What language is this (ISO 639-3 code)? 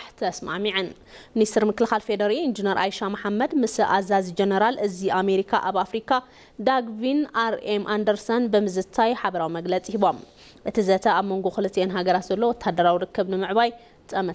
tir